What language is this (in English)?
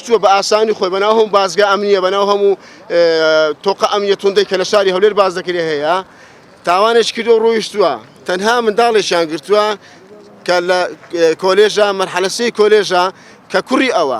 Central Kurdish